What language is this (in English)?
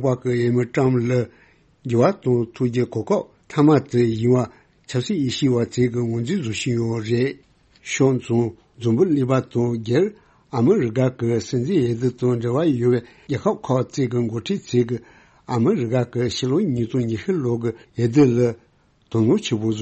Tibetan